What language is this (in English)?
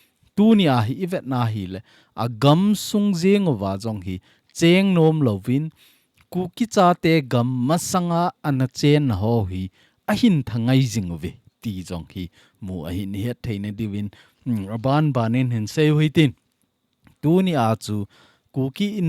Thado Chin